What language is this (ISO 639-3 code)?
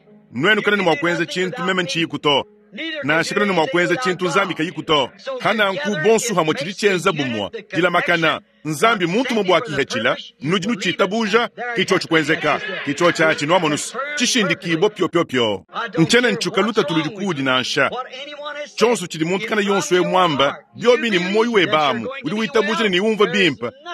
lua